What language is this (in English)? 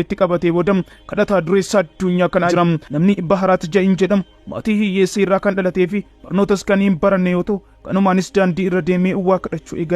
Oromo